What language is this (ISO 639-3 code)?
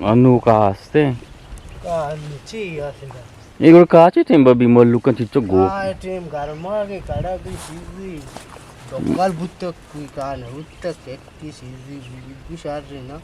bgp